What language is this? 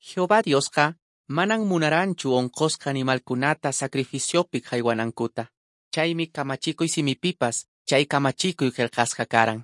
Quechua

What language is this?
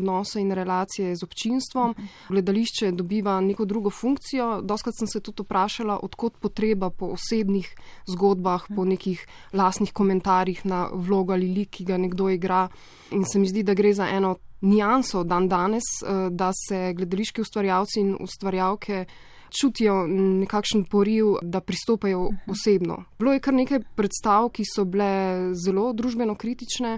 Slovenian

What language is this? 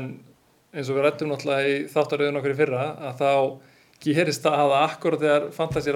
Icelandic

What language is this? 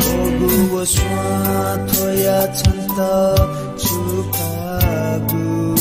Newari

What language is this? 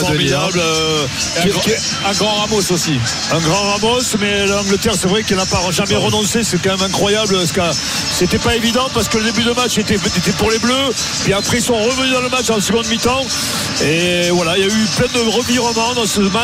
French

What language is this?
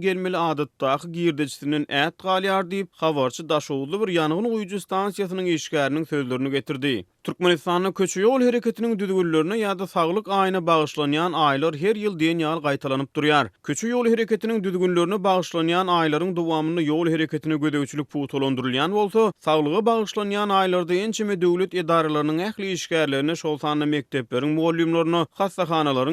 Turkmen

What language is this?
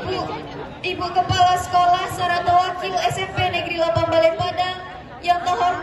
Minangkabau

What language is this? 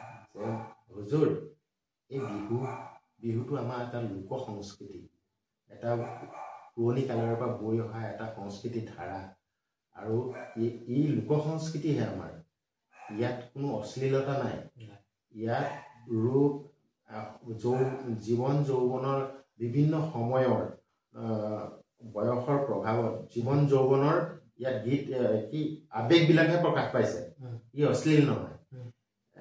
Assamese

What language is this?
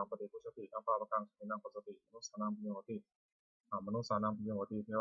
Pali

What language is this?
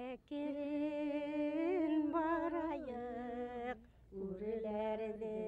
Bashkir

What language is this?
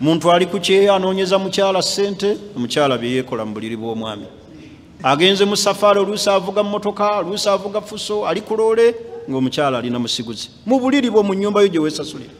Ganda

